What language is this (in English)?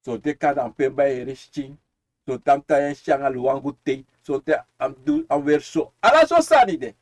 Sranan Tongo